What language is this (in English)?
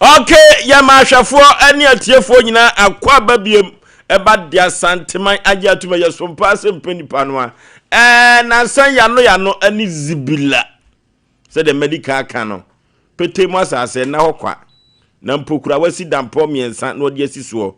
Akan